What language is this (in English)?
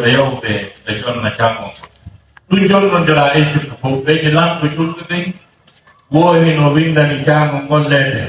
Fula